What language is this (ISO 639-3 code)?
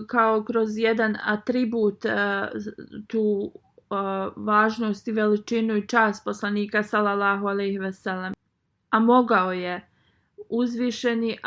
bos